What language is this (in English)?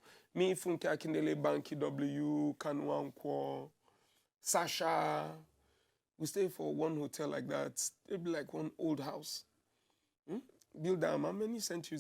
Nigerian Pidgin